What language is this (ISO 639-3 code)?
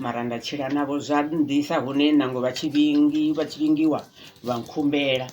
ven